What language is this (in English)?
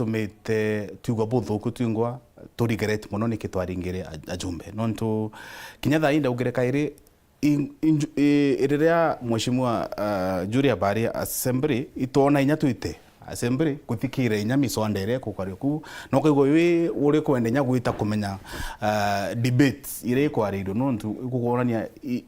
Meru